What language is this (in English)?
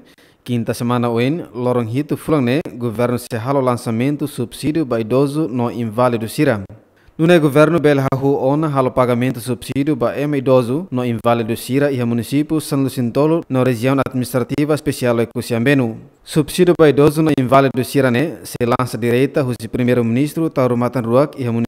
Tetum